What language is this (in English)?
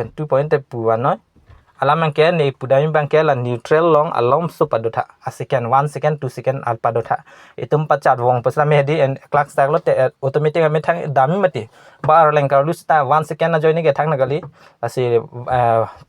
Karbi